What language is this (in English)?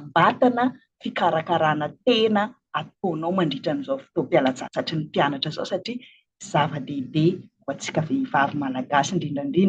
Malagasy